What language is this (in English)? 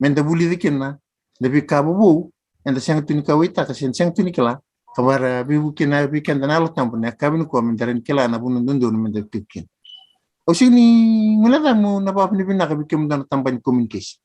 Fijian